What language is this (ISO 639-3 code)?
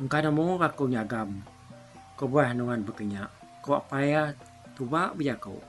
iba